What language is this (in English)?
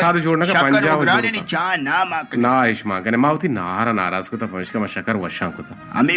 Eastern Balochi